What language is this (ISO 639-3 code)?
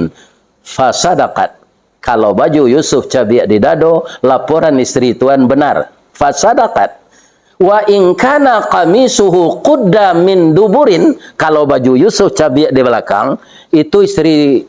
min